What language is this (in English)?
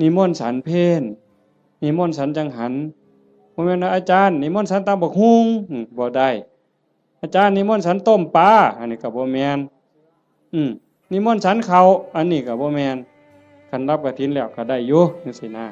Northeastern Thai